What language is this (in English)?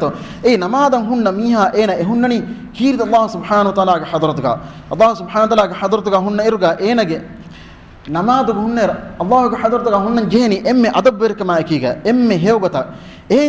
Divehi